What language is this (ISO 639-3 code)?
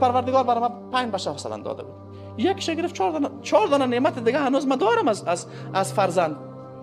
fas